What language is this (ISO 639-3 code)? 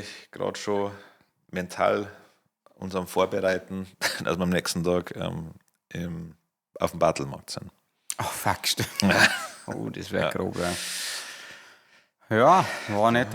bar